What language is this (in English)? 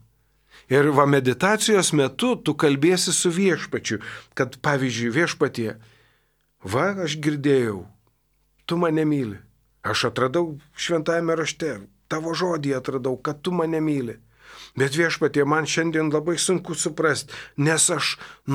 Lithuanian